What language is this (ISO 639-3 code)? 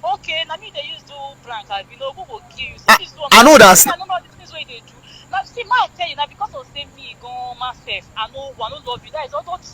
pcm